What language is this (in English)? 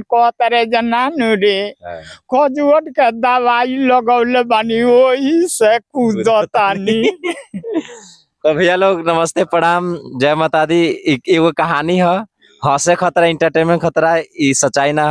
Bhojpuri